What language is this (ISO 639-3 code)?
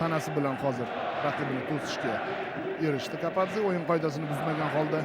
uzb